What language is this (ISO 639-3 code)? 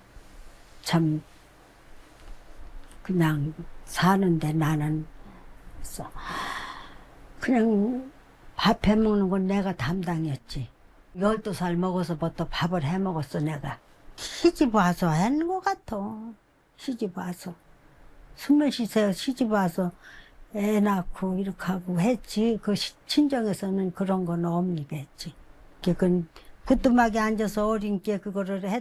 kor